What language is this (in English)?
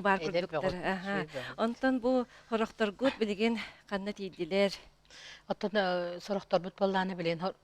Yakut